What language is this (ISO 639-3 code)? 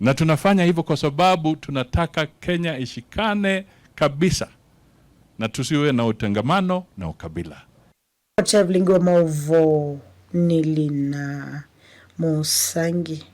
kam